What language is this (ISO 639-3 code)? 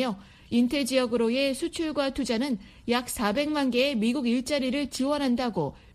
kor